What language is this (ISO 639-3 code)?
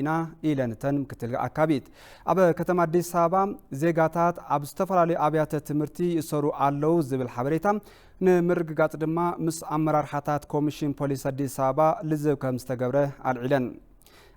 tir